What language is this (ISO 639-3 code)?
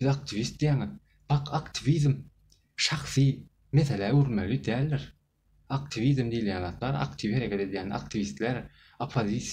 tuk